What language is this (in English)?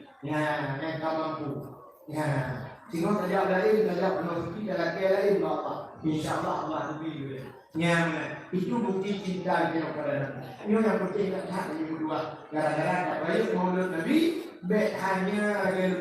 Achinese